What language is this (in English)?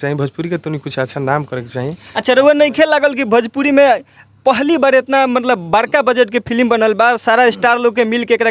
Bhojpuri